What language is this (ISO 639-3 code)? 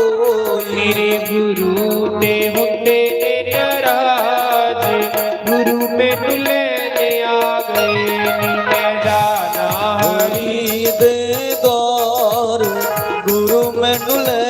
doi